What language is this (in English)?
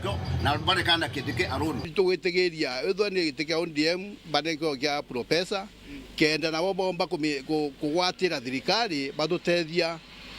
Meru